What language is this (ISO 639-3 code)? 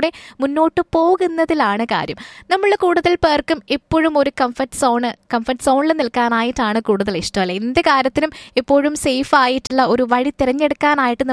mal